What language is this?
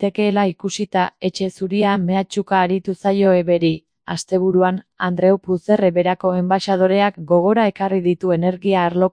Basque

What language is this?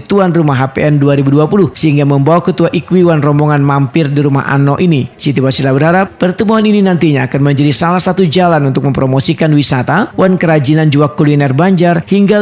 Banjar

